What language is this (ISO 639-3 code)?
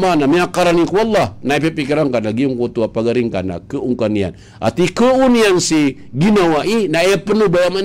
mrw